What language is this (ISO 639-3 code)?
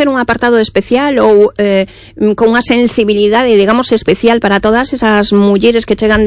glg